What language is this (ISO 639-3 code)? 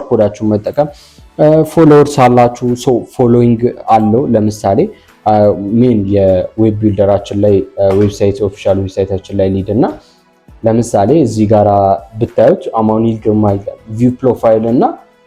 amh